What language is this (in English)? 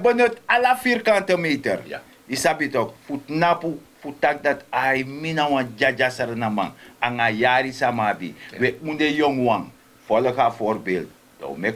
Sranan Tongo